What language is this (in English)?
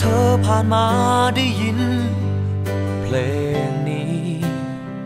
Thai